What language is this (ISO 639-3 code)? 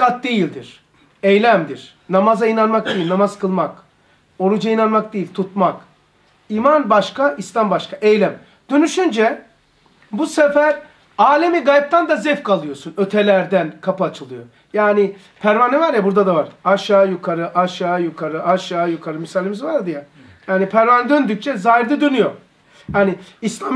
tur